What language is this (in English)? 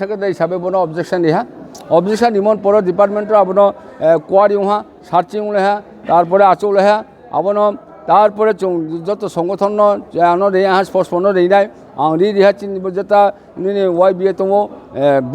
Riang (India)